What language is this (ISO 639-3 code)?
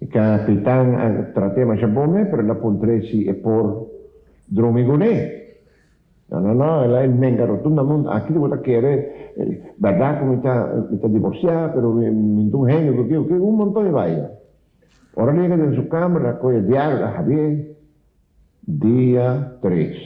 pap